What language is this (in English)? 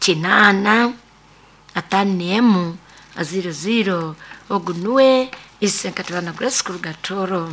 Nyoro